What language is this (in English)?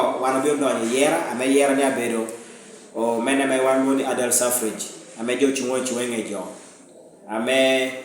Lango (Uganda)